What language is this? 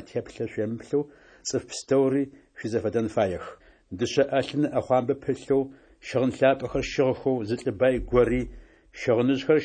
Adyghe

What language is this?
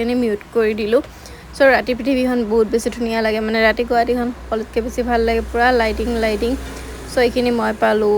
Assamese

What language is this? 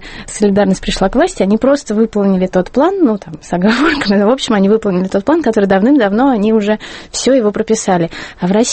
Russian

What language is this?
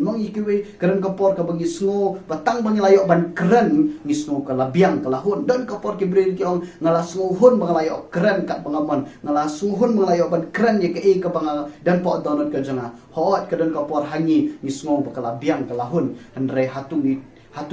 Khasi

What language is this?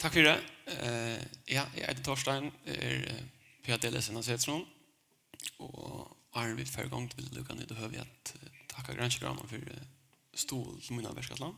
Faroese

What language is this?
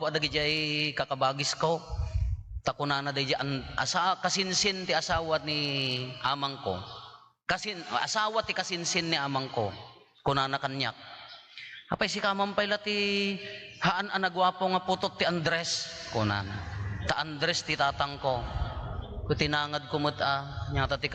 Iloko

